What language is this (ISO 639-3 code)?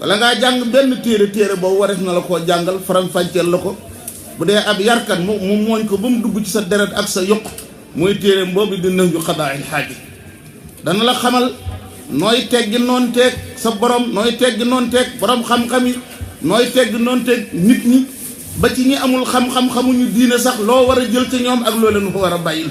wol